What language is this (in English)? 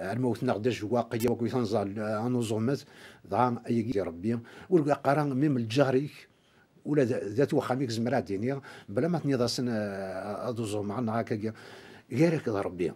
Kabyle